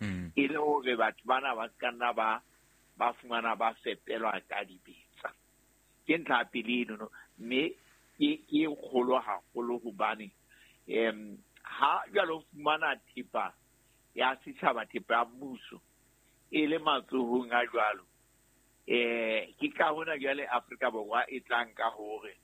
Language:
Southern Sotho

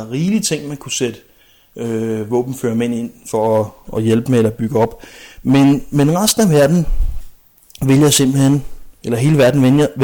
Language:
Danish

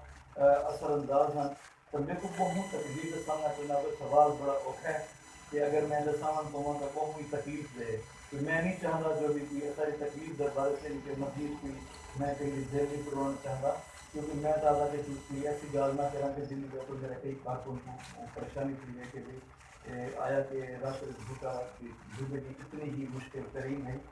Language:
Saraiki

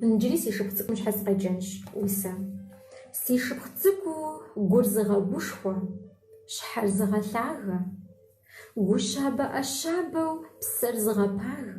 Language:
Kabardian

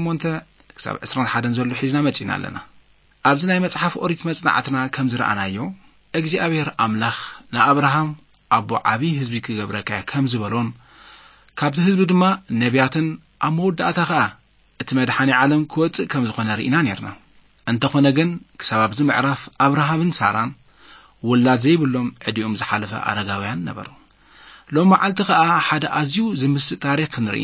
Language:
Tigrinya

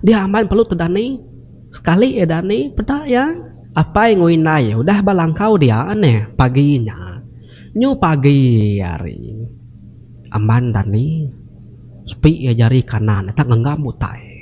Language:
Iban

